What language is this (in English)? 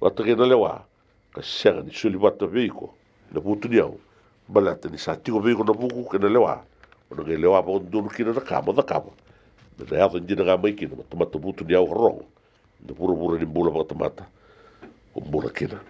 Fijian